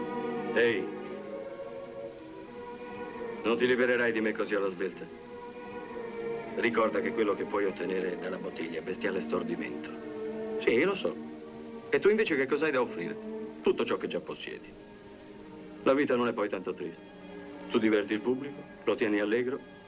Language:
Italian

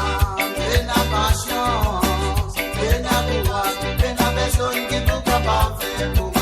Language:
Morisyen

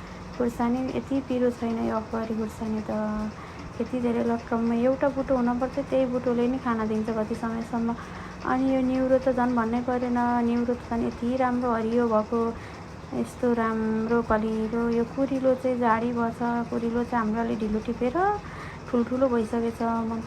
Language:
Nepali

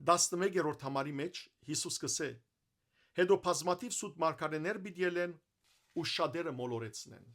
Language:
Western Armenian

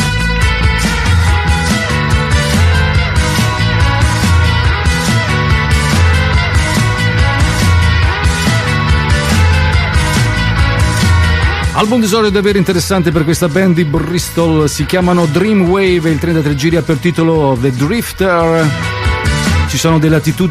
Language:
Italian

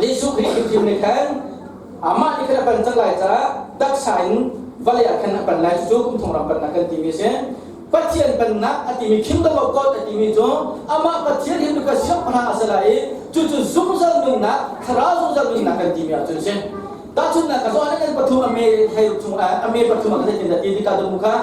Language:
Hakha Chin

